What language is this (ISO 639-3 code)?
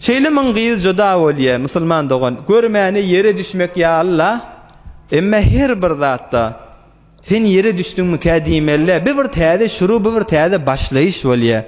tuk